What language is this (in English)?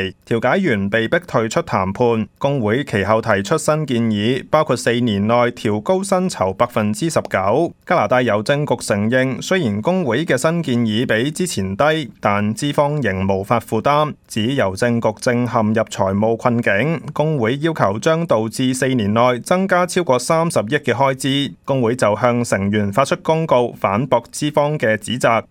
Cantonese